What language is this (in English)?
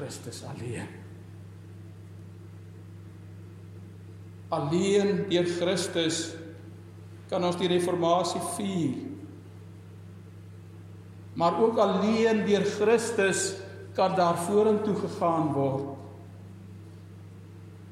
Afrikaans